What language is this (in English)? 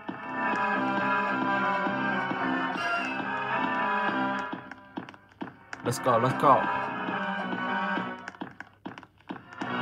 Vietnamese